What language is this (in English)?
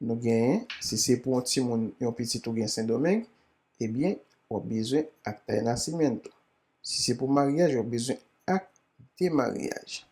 Haitian Creole